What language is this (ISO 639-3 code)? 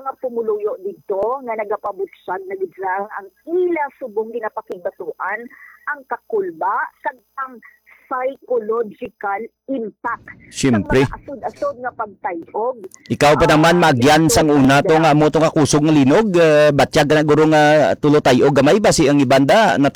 hil